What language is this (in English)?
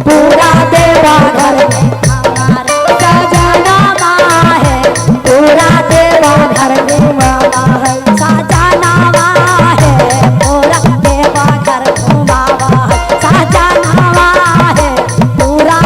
Magahi